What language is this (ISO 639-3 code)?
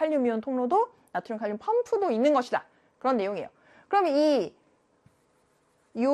kor